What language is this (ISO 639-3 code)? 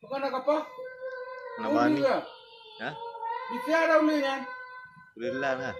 ace